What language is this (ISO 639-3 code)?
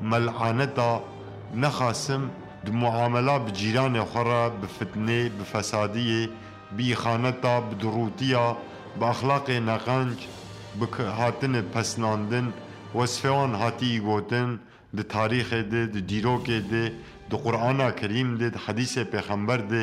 kur